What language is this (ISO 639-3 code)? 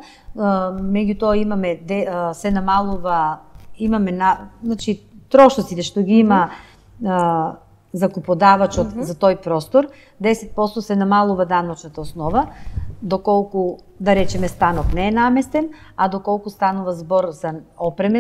mkd